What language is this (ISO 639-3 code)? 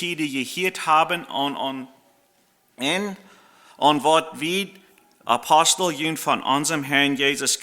pdt